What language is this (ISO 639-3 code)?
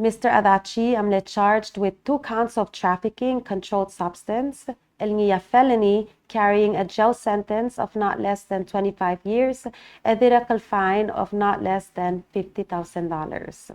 pau